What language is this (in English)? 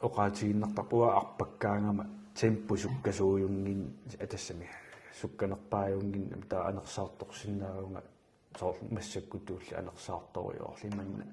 Kalaallisut